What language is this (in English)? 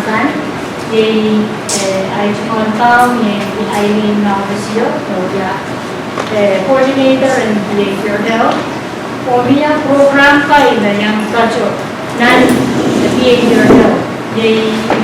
Pohnpeian